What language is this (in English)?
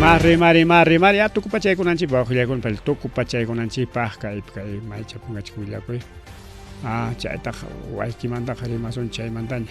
Ayacucho Quechua